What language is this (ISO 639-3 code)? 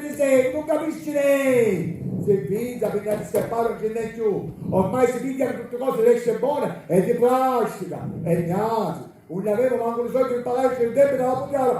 scn